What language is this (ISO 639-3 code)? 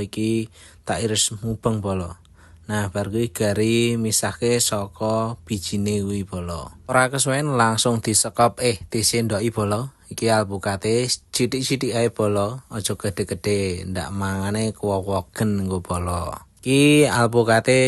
jav